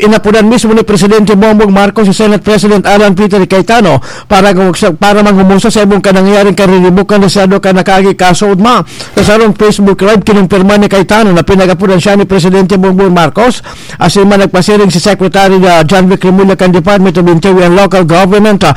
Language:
Bikol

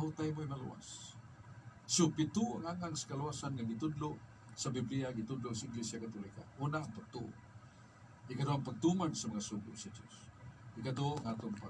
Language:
Cebuano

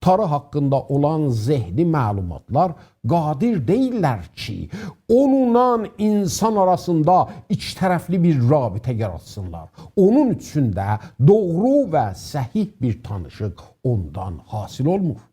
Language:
South Azerbaijani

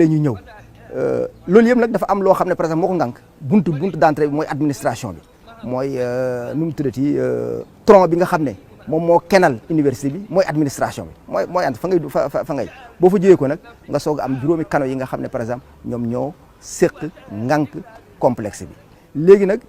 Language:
Wolof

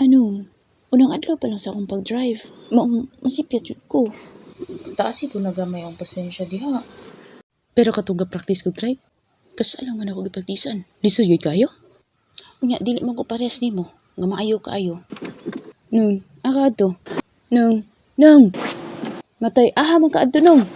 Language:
Cebuano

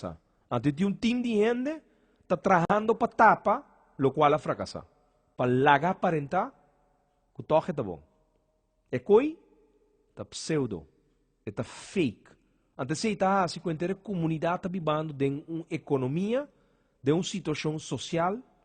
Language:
Papiamento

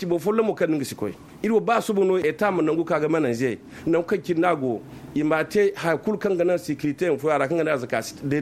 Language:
Zarma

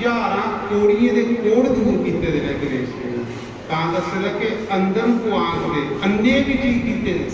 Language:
Dogri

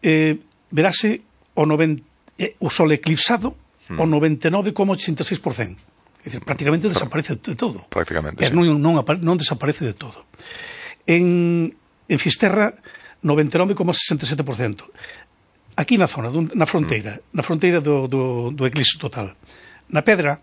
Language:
Galician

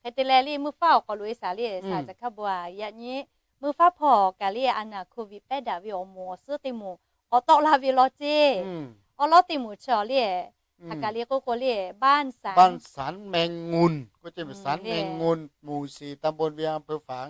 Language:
Lahu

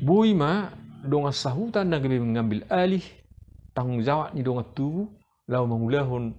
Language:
Batak Toba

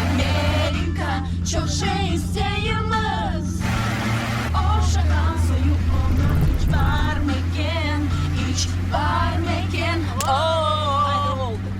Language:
Crimean Tatar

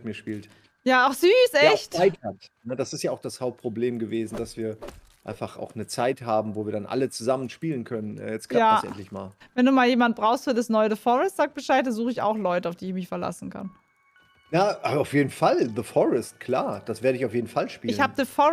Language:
German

